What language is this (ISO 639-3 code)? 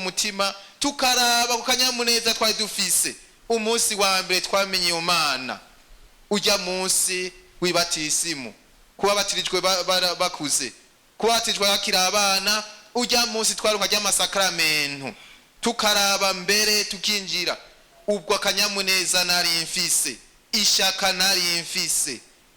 run